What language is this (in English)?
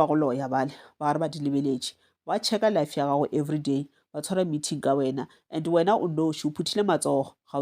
Northern Sotho